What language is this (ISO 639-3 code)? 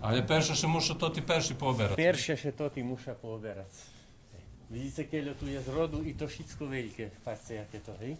rue